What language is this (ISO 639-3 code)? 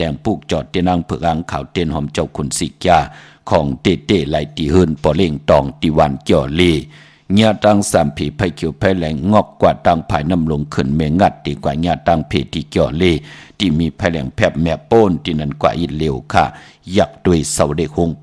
shn